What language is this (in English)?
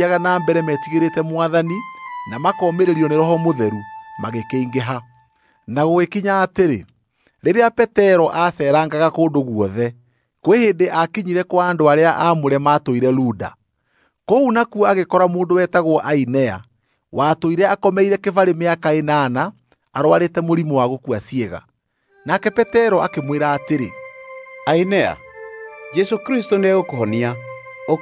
Kikuyu